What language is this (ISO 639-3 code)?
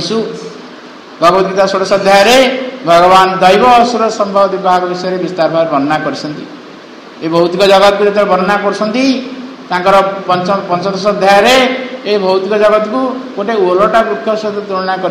ori